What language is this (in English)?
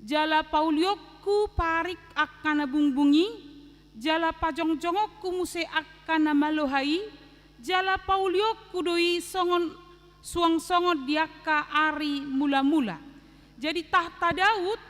Batak Toba